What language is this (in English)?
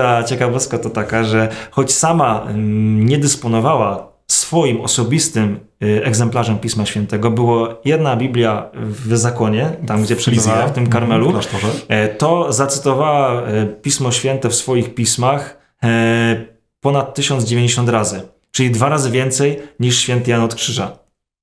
Polish